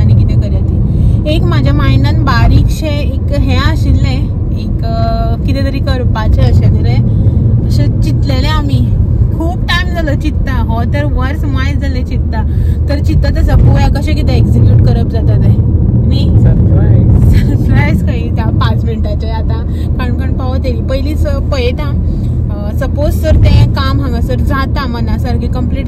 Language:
Konkani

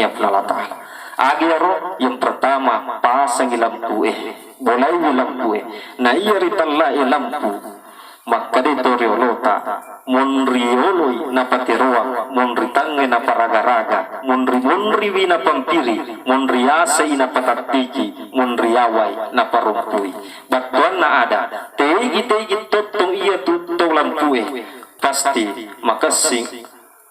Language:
Buginese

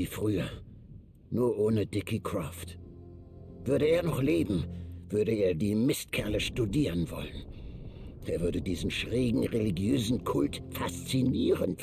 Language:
Bavarian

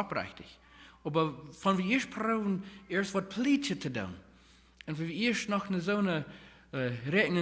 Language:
Plautdietsch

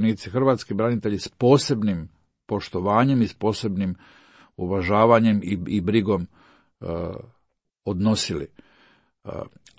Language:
Croatian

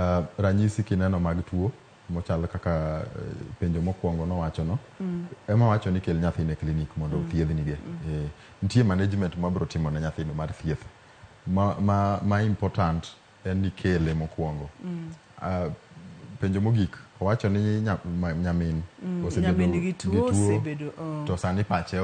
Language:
Luo (Kenya and Tanzania)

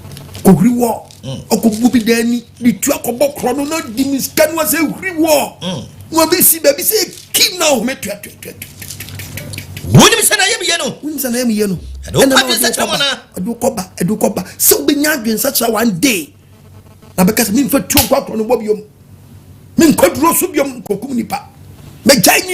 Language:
Akan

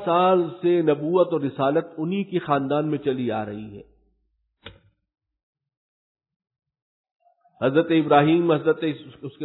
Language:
Urdu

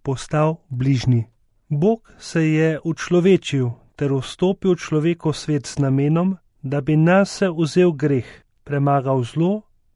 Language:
Slovenian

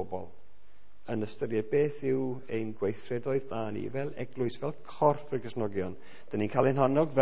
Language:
Welsh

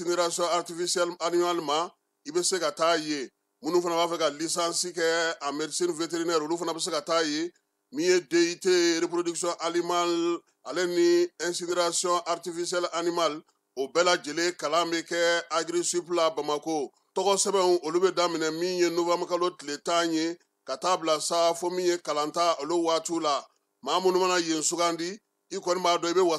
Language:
Bambara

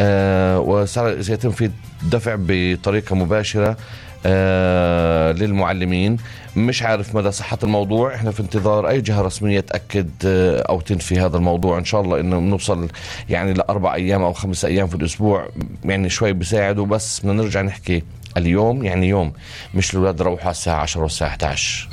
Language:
North Levantine Arabic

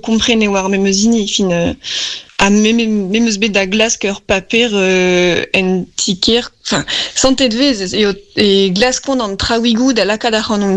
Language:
Breton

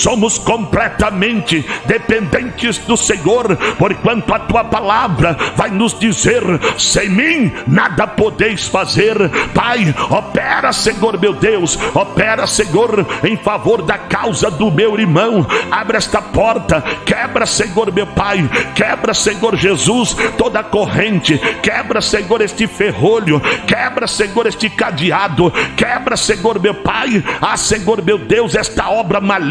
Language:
Portuguese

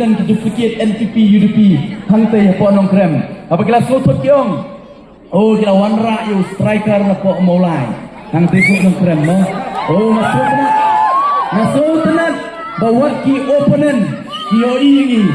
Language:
Khasi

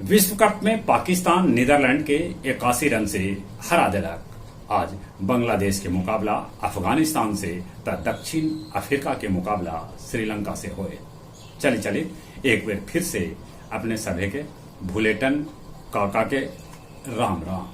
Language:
Magahi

